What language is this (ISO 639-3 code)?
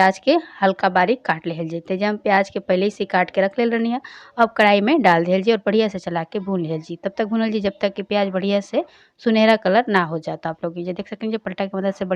bho